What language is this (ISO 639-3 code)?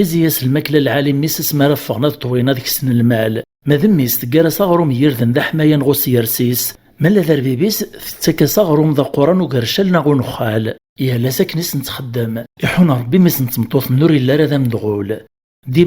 kab